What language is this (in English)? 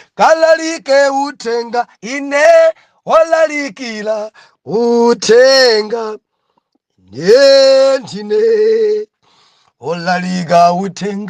Nyanja